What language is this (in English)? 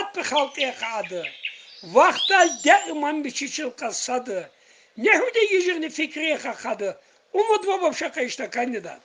Tsakhur